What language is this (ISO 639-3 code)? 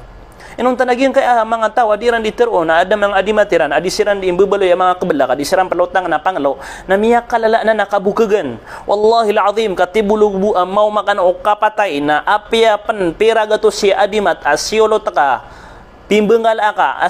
mrw